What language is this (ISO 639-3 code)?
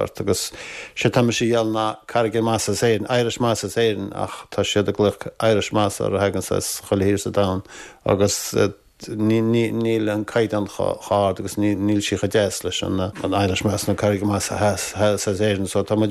gle